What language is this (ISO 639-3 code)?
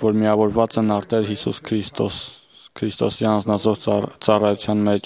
hye